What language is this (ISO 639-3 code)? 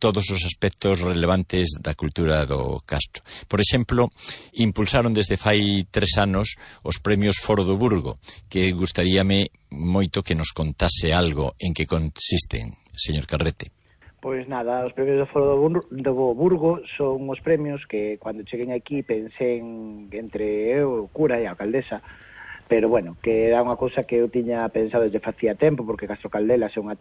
glg